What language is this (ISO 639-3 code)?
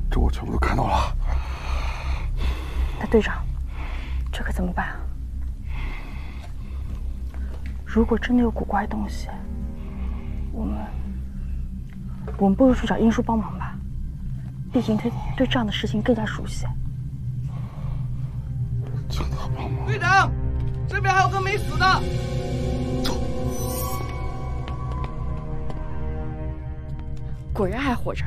zho